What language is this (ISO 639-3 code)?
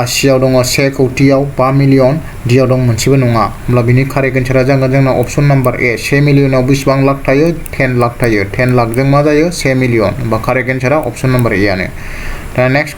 brx